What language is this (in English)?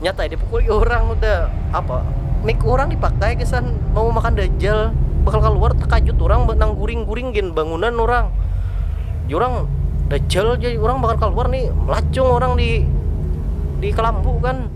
Banjar